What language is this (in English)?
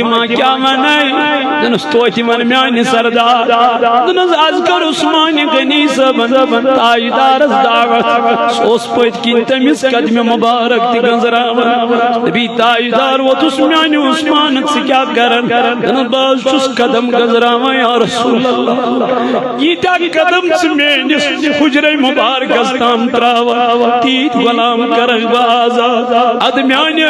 Kashmiri